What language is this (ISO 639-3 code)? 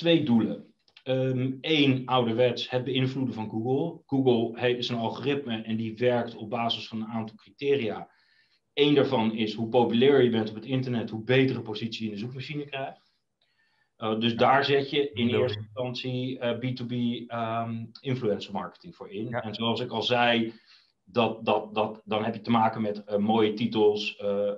nld